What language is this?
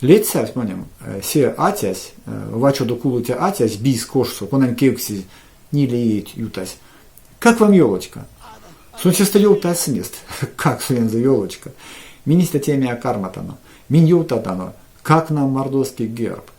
Erzya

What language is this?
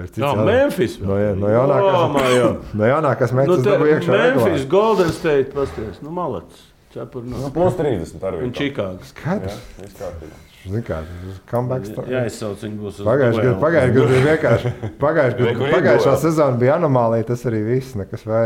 Latvian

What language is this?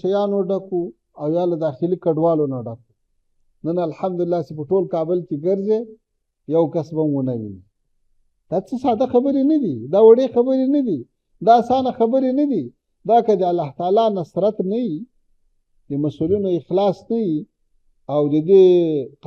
Pashto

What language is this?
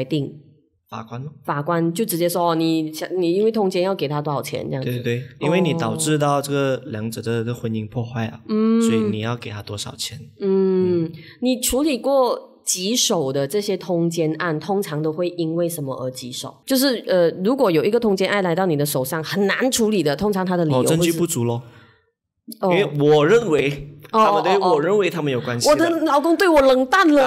Chinese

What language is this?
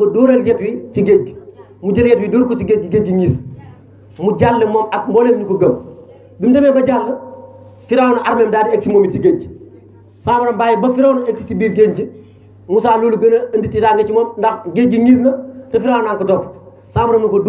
Wolof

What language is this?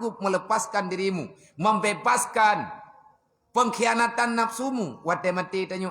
Achinese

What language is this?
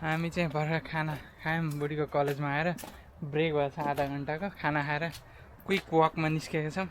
Nepali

